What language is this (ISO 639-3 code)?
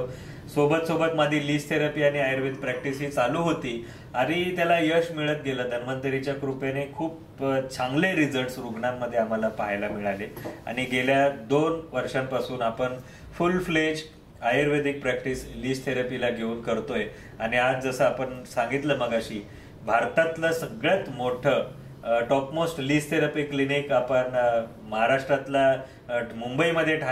mar